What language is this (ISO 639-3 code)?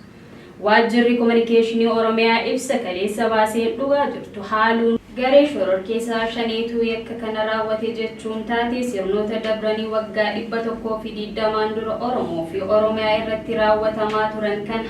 orm